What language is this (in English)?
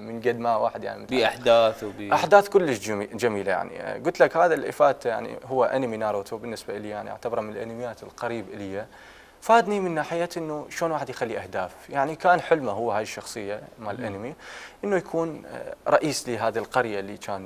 Mesopotamian Arabic